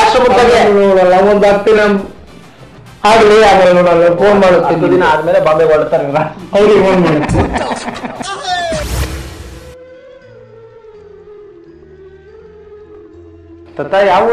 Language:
Kannada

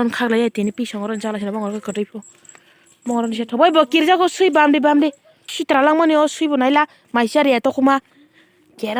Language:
Kok Borok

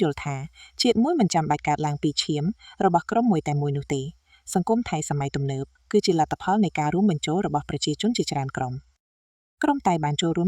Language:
Khmer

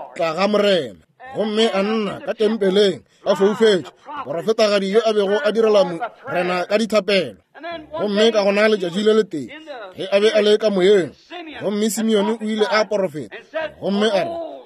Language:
Northern Sotho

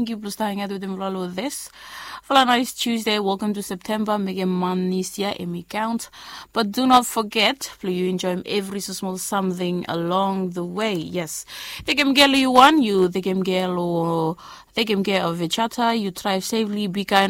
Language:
Bislama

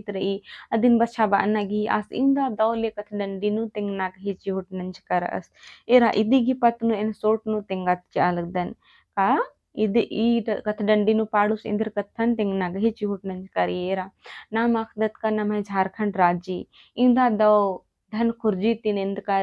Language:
Kurukh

